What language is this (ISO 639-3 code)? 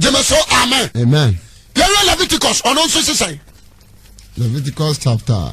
aka